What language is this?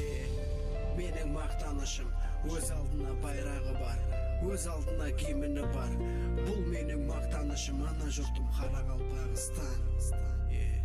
Kara-Kalpak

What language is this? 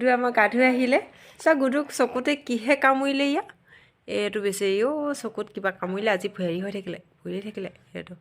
Assamese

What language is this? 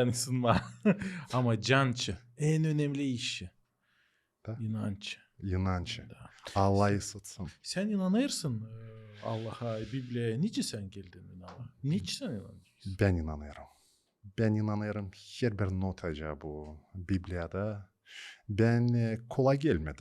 Gagauz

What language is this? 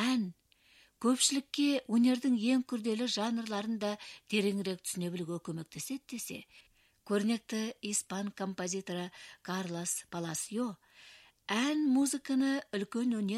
Kazakh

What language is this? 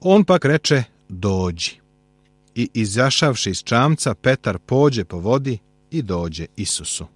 Serbian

